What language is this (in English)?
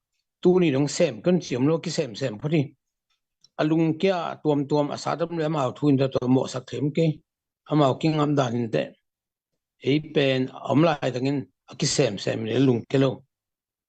Tedim Chin